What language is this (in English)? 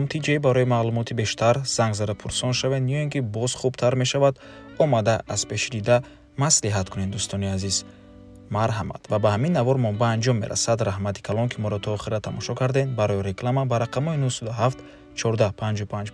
Tajik